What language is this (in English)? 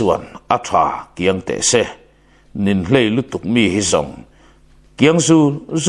Mizo